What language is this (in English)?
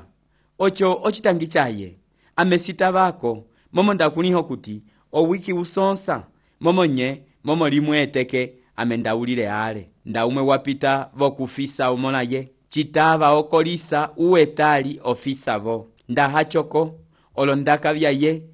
Umbundu